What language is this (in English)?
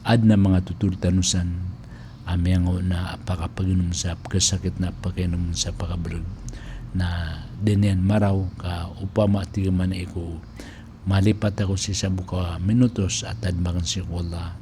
Maranao